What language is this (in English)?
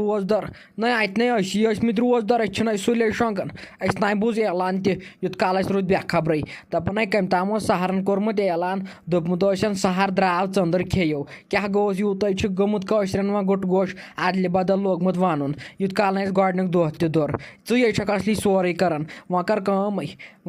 Kashmiri